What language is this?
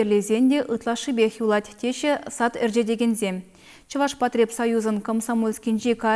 Chuvash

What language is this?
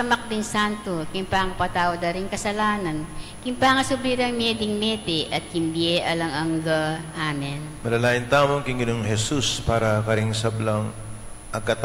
Pampanga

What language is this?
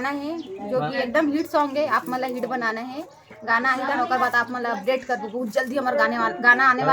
Chhattisgarhi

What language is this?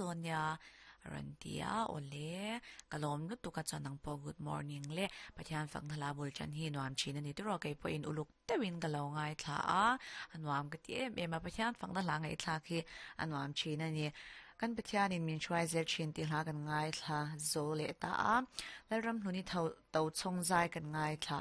Mizo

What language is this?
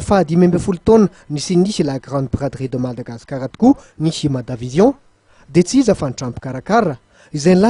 Malagasy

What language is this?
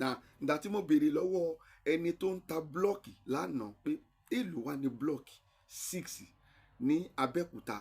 Yoruba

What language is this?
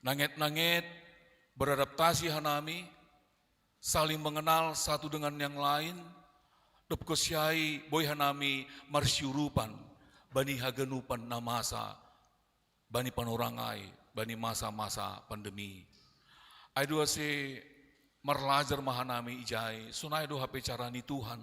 Batak Simalungun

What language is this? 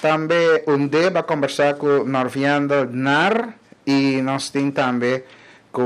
Papiamento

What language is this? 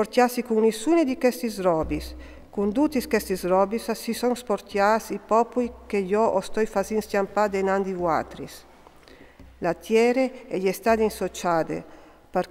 Friulian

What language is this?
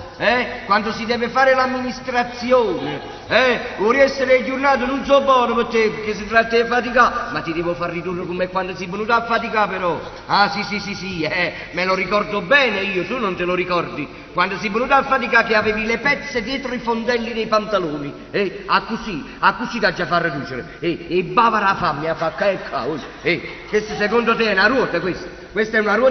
Neapolitan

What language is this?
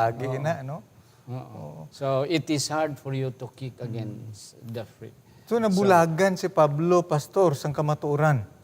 Hiligaynon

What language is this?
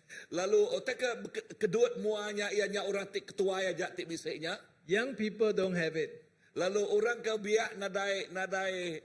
Iban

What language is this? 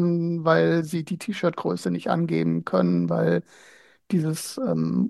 German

